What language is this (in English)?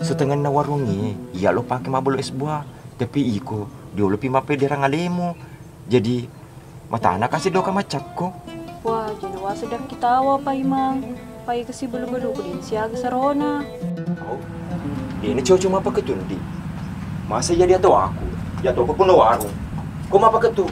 Buginese